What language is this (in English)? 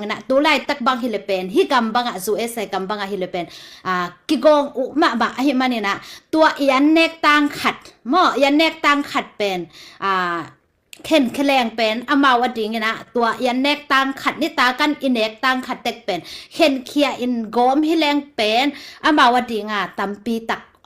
Tedim Chin